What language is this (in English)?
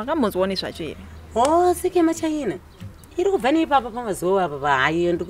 Shona